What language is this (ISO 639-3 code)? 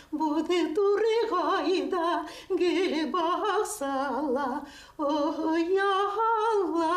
bak